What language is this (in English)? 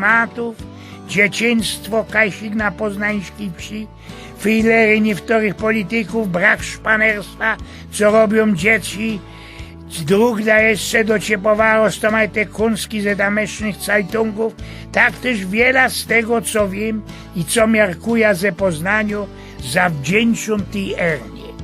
Silesian